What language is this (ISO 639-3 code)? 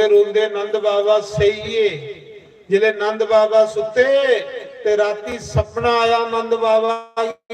doi